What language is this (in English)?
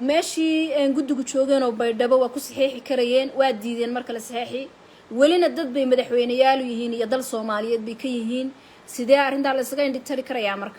Somali